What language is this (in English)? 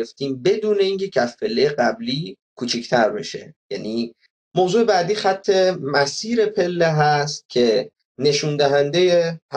Persian